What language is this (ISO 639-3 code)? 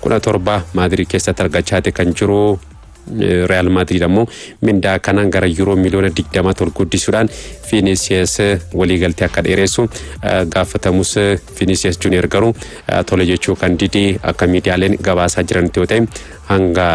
orm